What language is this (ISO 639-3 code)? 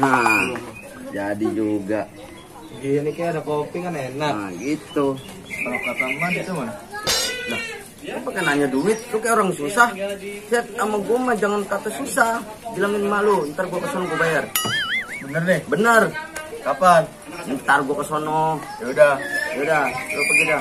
bew